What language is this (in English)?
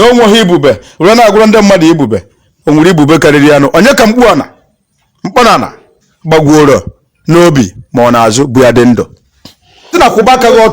Igbo